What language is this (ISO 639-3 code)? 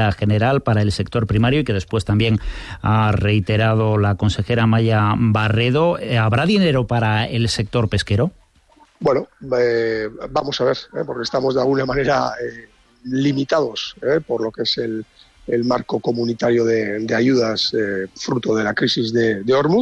spa